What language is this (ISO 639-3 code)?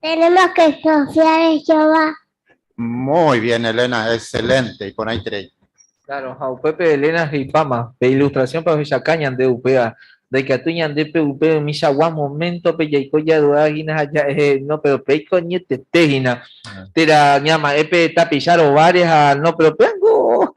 grn